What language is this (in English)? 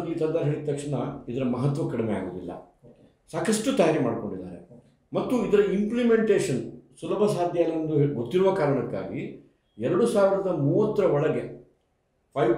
Kannada